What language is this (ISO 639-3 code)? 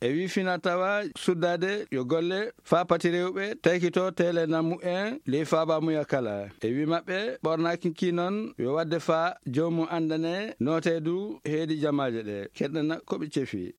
ful